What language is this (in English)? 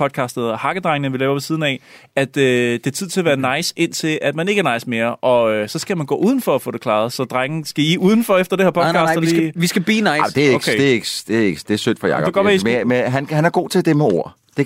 Danish